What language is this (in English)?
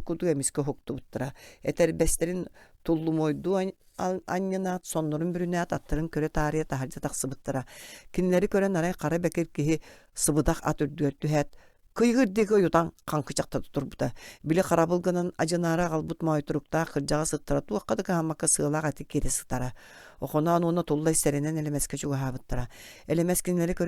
Yakut